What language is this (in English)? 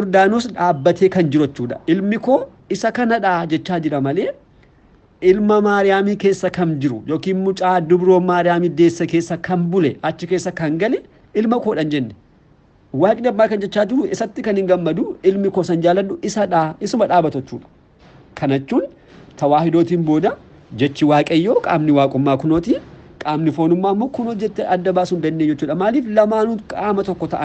Oromo